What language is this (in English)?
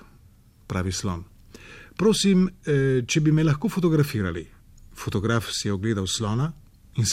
Slovenian